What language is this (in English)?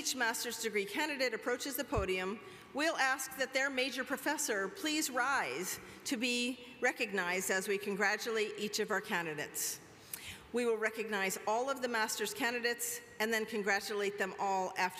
English